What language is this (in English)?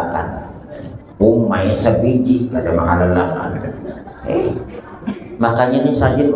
Banjar